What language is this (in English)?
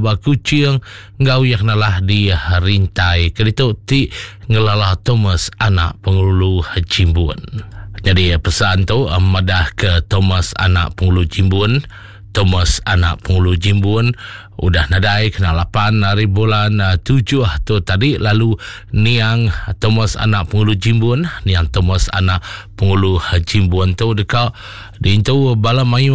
Iban